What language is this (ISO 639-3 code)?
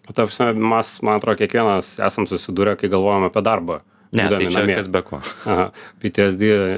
lit